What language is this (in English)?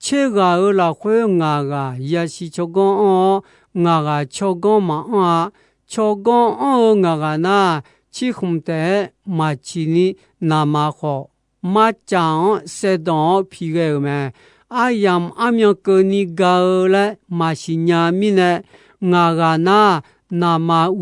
Akha